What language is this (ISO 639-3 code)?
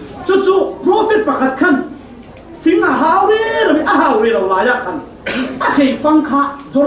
cfm